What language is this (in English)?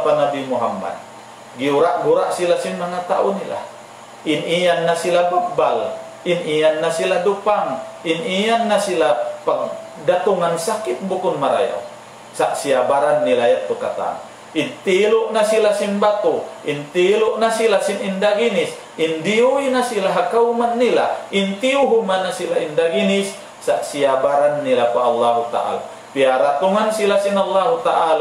Tausug